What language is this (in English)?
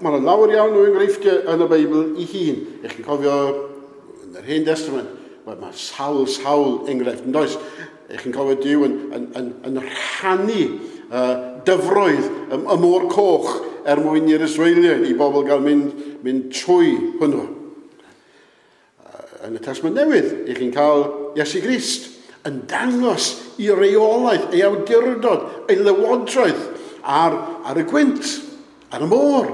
Welsh